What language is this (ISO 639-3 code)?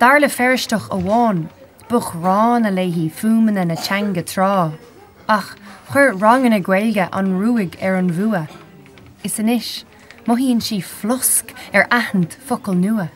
gle